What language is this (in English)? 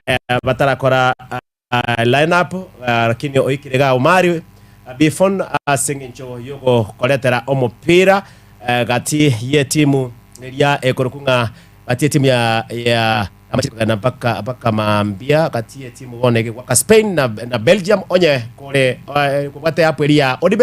Gusii